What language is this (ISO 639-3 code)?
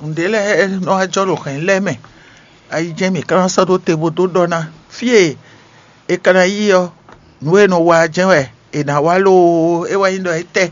fon